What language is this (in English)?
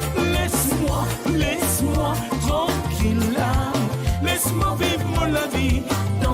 Morisyen